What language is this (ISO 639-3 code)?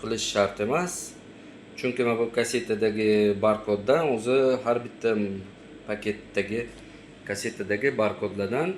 uzb